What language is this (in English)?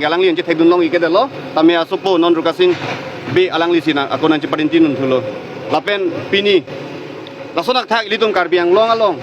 Karbi